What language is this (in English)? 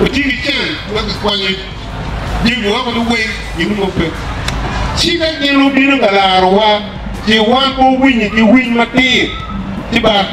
Acoli